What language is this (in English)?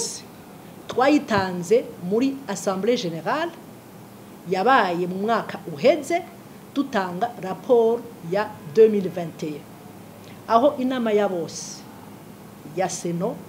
Rundi